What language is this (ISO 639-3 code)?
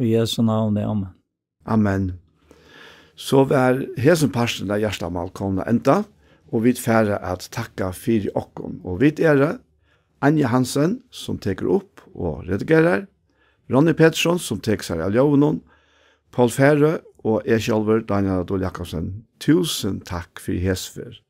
fao